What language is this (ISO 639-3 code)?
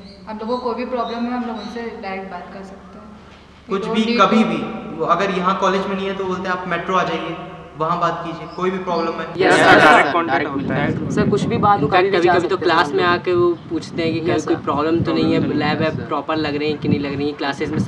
hin